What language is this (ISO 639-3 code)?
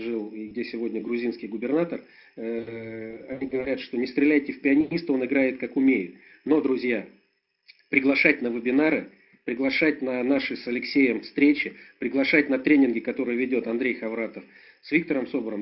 rus